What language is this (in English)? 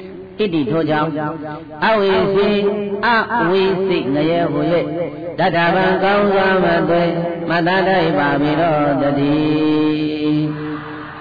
Burmese